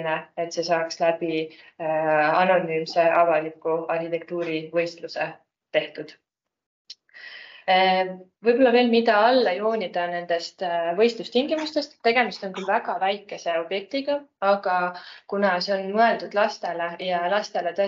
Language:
Estonian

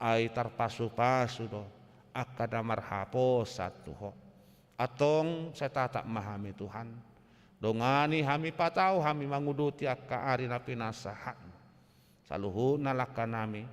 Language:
Batak Toba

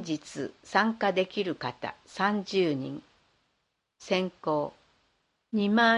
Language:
Japanese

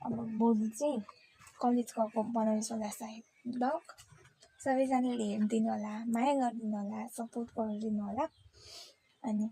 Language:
Nepali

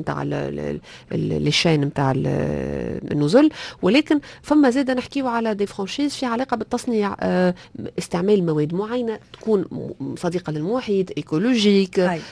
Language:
Tunisian Arabic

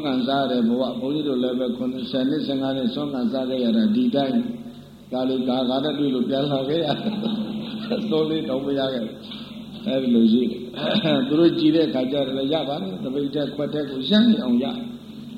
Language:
Burmese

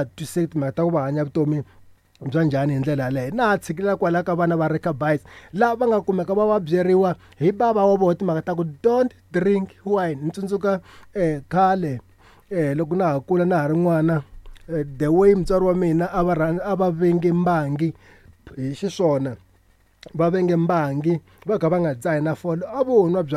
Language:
Tsonga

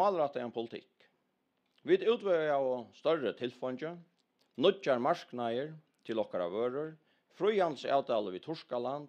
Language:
Faroese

